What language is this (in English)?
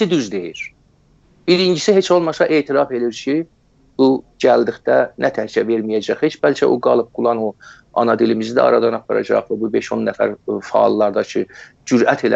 South Azerbaijani